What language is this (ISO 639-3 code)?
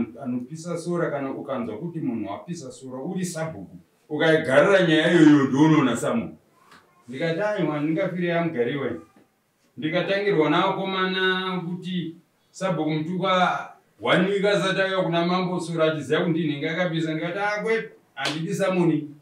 sna